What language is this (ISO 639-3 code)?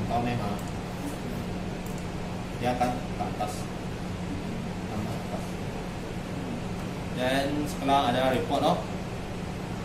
msa